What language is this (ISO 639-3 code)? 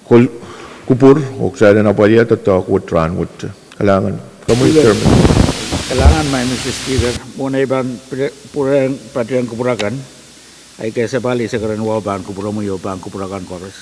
pon